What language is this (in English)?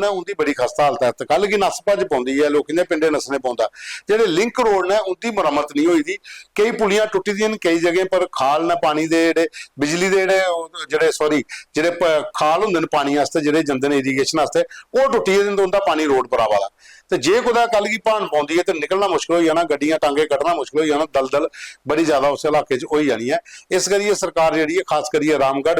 Dogri